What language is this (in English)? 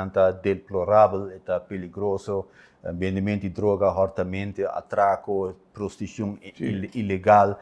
Papiamento